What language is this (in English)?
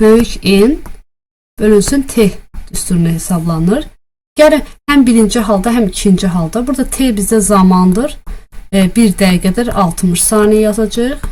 Azerbaijani